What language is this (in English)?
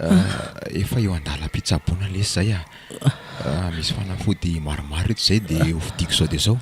Malagasy